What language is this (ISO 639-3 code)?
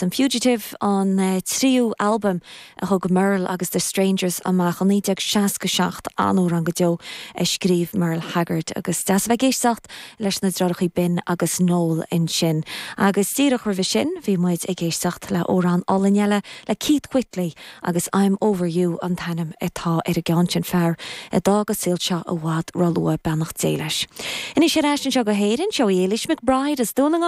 gle